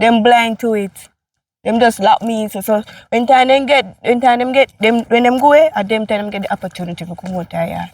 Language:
Jamaican Creole English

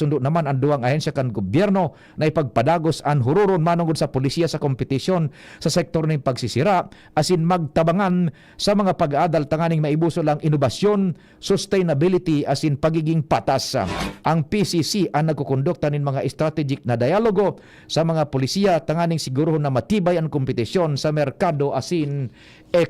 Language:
Bikol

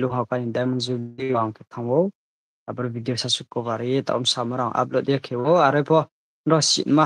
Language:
Riang (India)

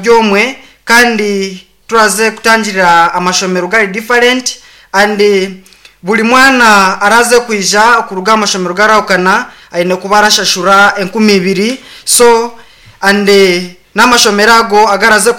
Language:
Nyankole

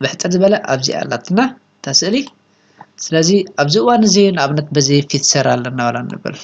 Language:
Tigrinya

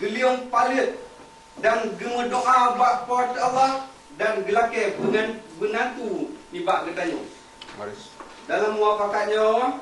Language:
Achinese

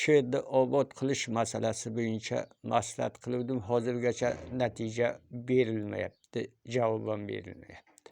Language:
Uzbek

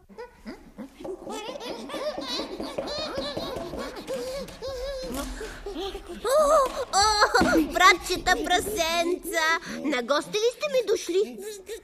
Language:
Bulgarian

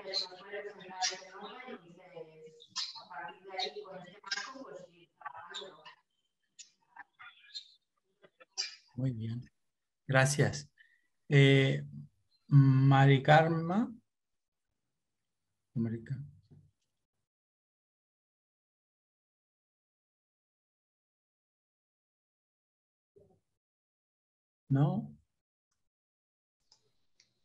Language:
Spanish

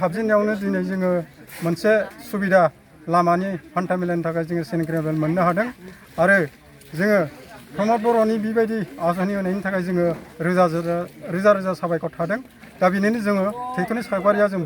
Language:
Bodo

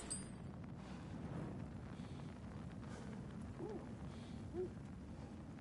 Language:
French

